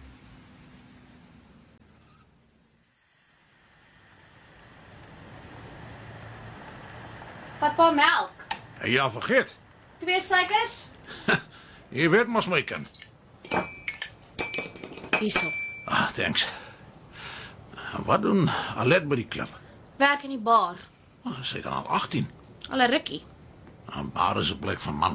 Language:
Afrikaans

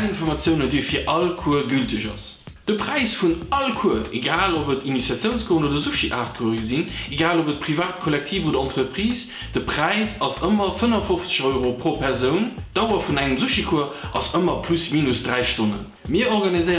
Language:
Luxembourgish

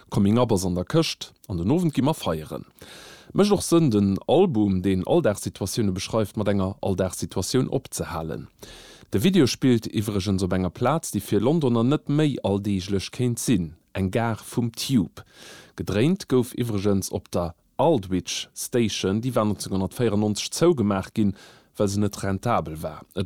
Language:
Luxembourgish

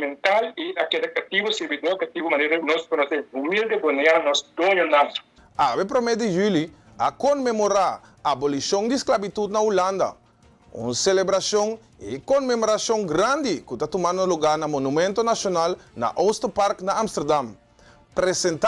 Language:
Papiamento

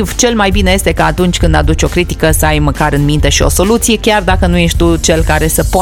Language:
Romanian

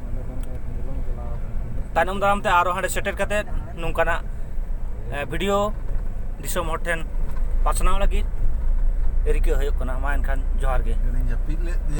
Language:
Santali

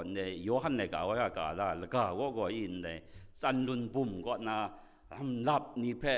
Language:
Kachin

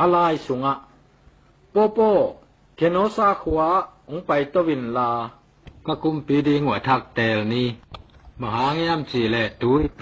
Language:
Tedim Chin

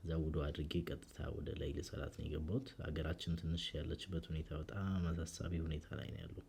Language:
Amharic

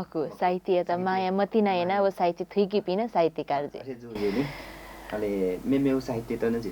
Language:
Newari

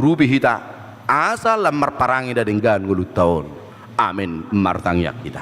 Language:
Batak Toba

